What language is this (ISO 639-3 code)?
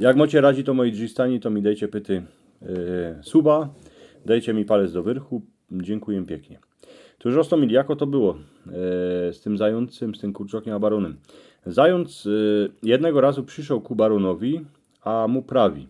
szl